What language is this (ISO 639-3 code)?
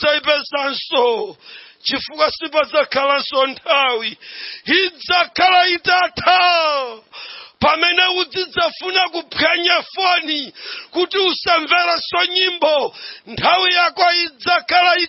nya